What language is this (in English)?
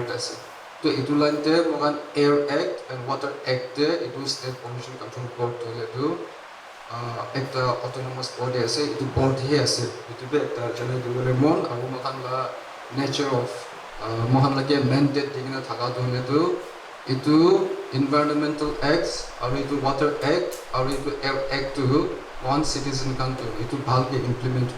Naga Pidgin